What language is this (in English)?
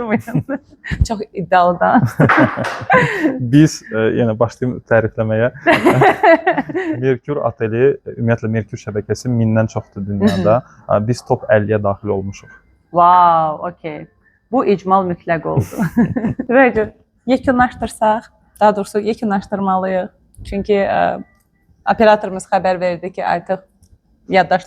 Azerbaijani